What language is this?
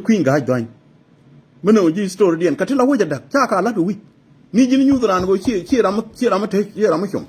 Nuer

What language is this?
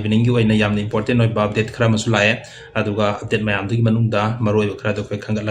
Manipuri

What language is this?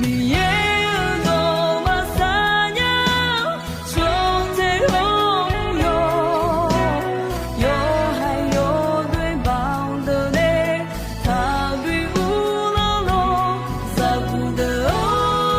Akha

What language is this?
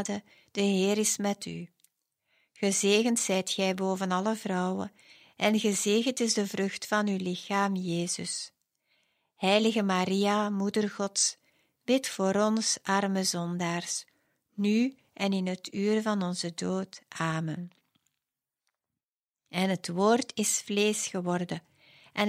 Dutch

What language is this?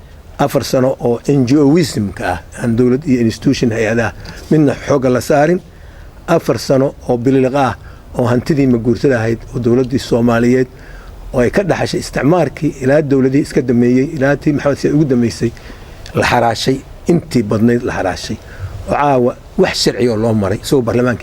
Somali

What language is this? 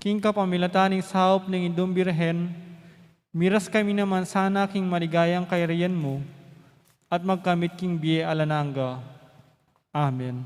Pampanga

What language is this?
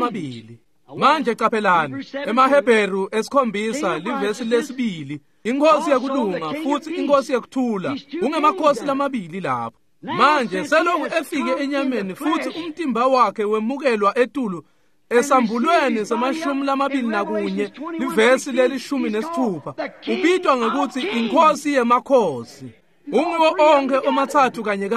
Swati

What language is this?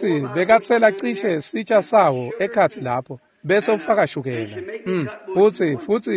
Swati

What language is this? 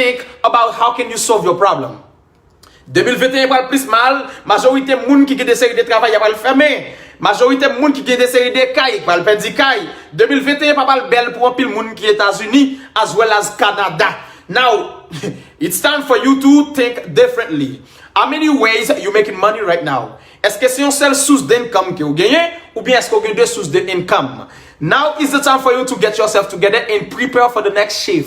Haitian Creole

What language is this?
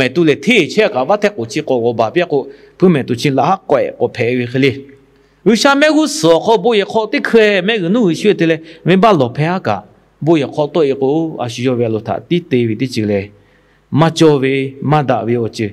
Lahu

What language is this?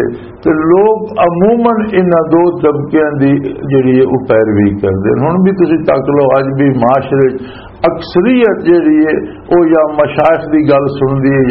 Western Panjabi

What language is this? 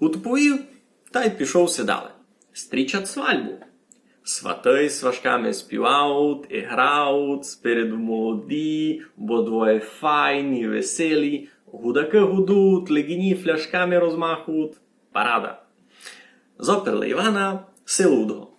Rusyn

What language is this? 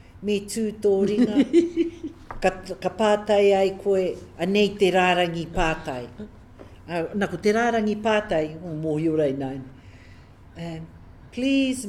Māori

